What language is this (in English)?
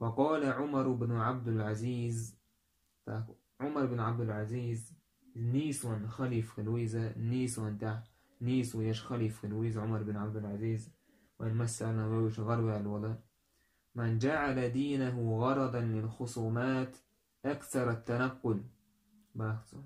Chechen